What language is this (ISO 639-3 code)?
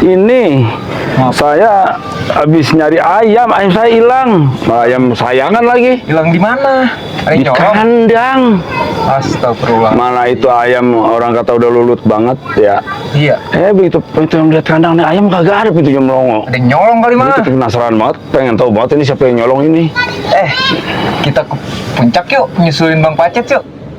bew